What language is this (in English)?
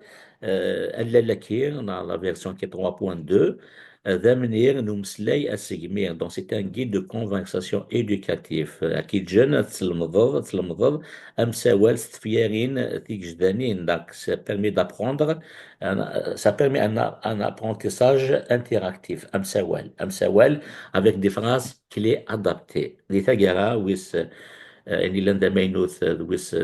Kabyle